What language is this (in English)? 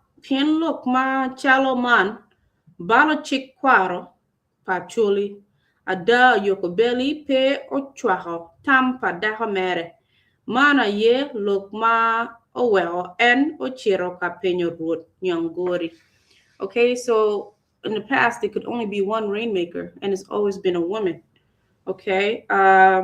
Acoli